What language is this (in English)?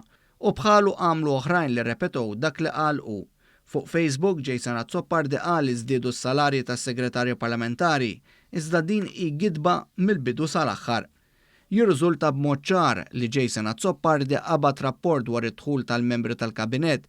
Maltese